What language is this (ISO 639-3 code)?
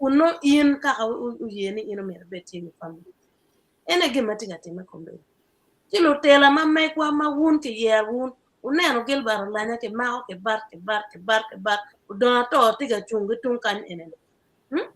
ach